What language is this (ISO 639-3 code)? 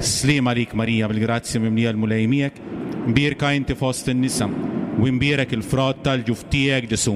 mlt